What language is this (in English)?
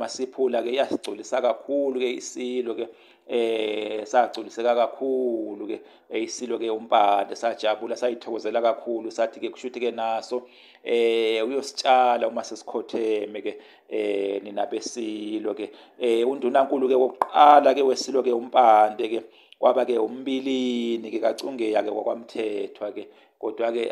Zulu